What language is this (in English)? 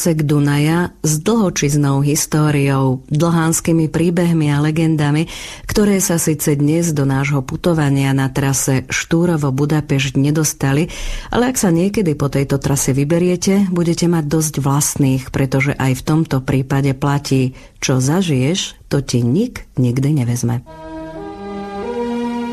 Slovak